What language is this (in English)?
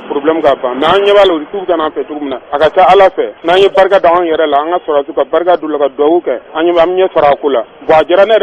Bambara